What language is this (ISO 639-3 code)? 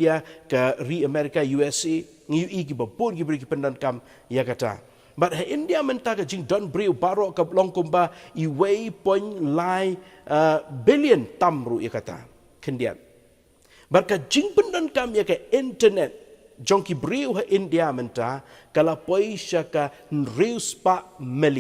kha